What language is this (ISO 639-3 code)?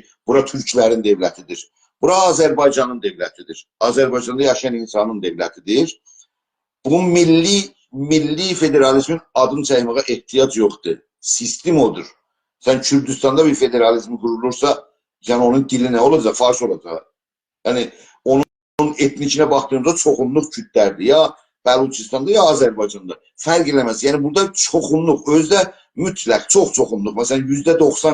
azb